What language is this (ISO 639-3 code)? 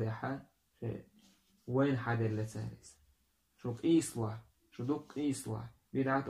che